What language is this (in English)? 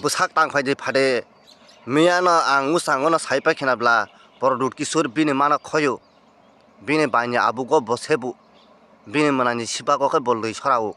Kok Borok